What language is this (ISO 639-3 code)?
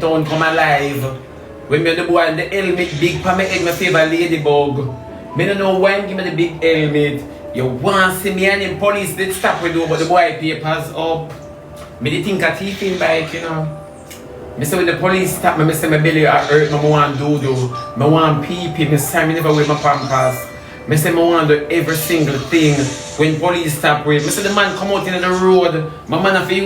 jam